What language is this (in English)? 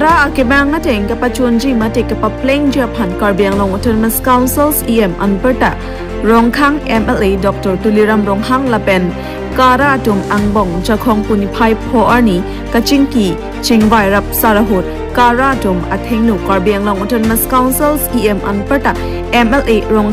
Karbi